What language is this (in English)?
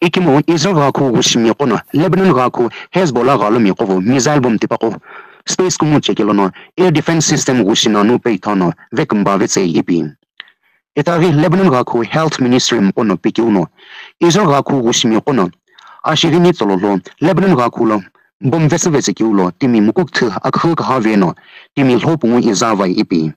Sumi Naga